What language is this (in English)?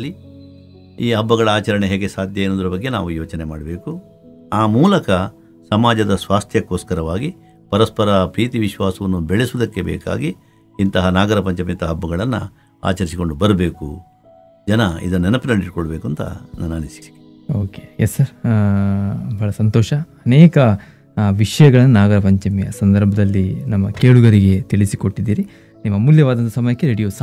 Kannada